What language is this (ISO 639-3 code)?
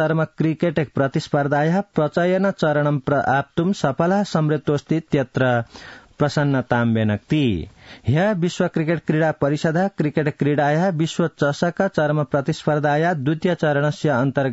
san